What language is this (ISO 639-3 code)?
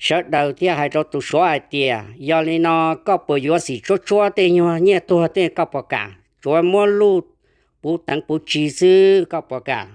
hmn